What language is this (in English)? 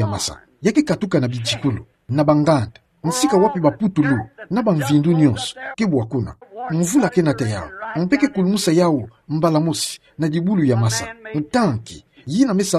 Kituba (Democratic Republic of Congo)